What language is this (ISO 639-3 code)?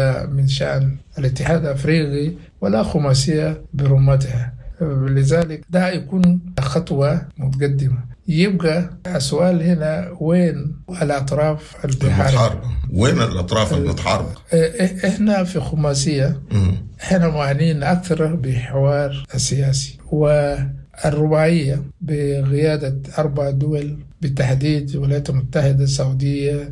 apd